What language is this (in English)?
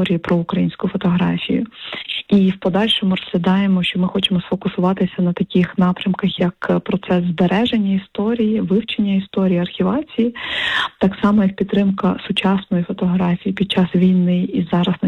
Ukrainian